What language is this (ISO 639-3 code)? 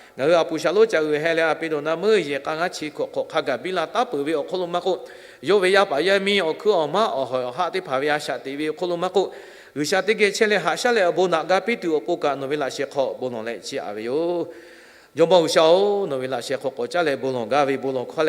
lhu